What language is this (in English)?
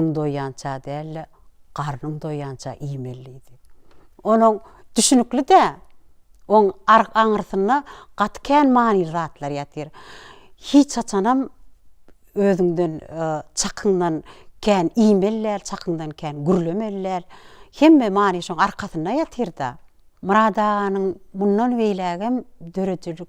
Turkmen